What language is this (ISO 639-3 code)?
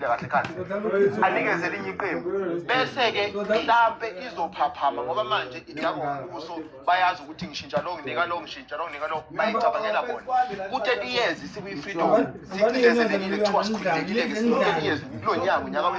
zul